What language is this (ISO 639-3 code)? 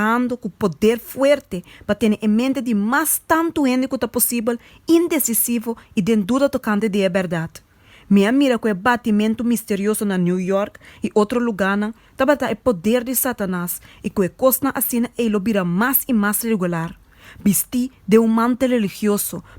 pap